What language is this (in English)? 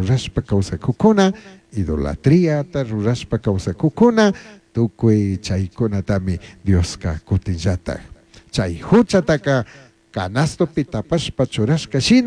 Chimborazo Highland Quichua